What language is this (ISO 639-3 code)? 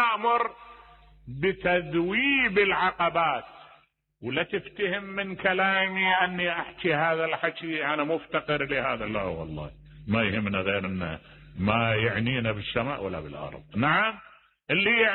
acm